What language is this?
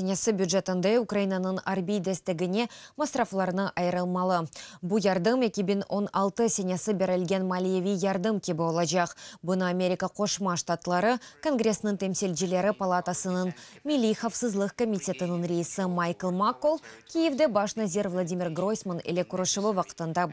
Crimean Tatar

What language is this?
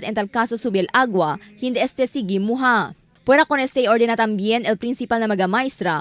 Chavacano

